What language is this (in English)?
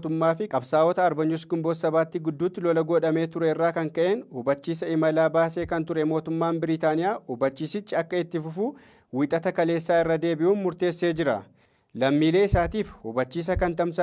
Oromo